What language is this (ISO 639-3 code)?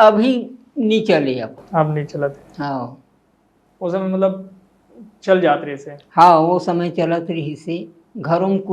hne